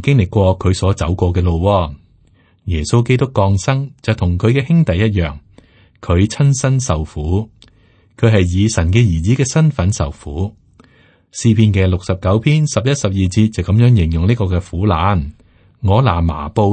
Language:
Cantonese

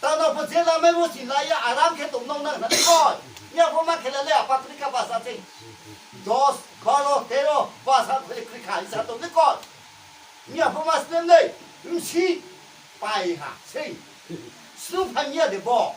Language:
Riang (India)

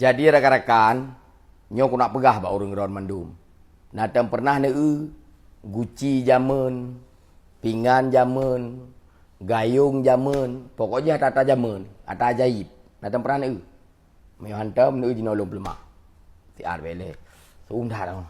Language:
Achinese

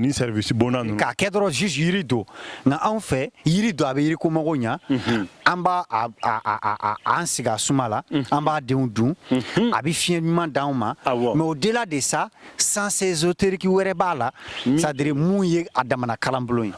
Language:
Bambara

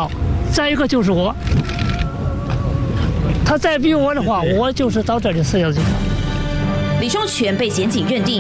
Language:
Chinese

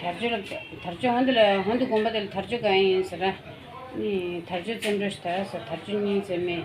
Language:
Tibetan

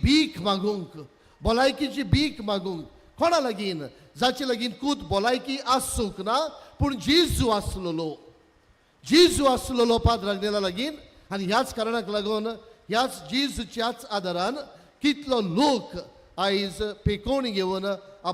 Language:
Konkani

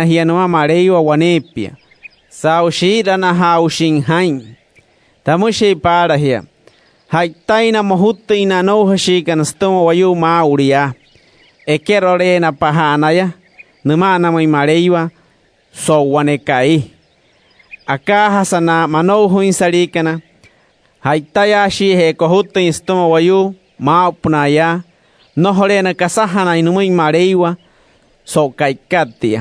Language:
Wayuu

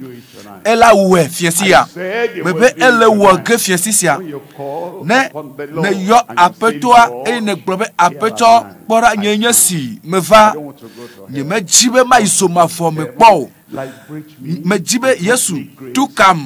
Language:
Ewe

